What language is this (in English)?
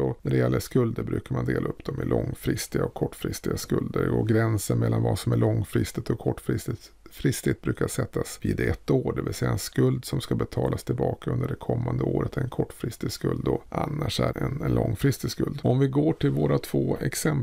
Swedish